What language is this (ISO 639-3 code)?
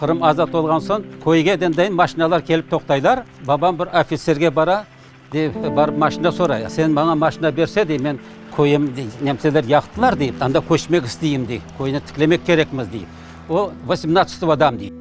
crh